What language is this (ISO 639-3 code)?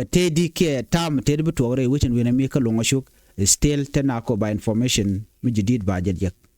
nus